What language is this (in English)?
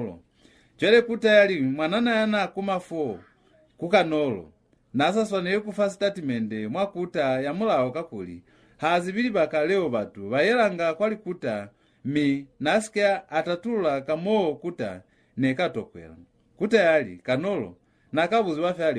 Lozi